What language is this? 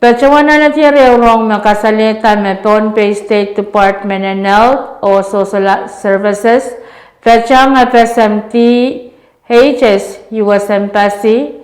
Pohnpeian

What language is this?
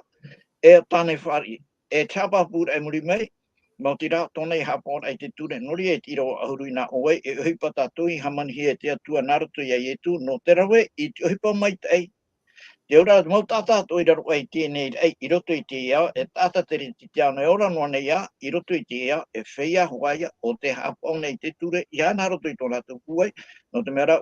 Tahitian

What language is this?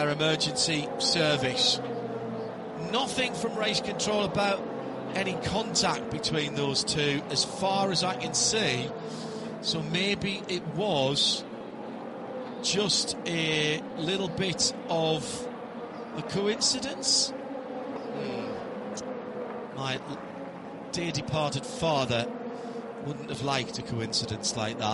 English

